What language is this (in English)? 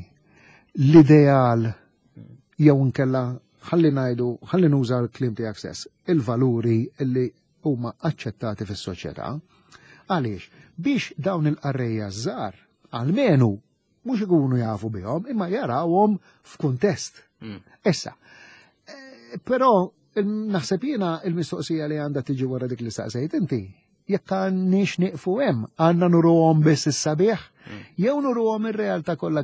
Maltese